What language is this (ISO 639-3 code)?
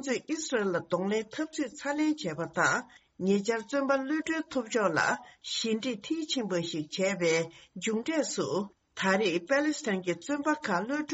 bod